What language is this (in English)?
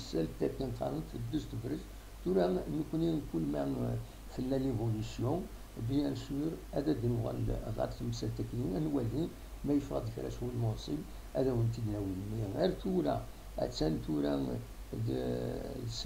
Kabyle